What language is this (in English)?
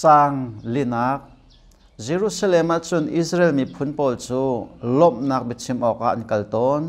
Hakha Chin